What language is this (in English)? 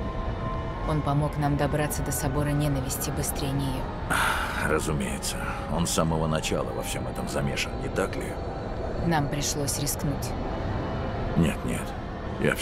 Russian